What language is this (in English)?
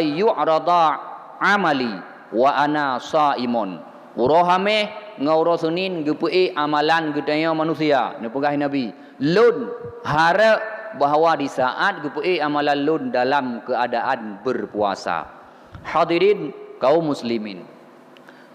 Achinese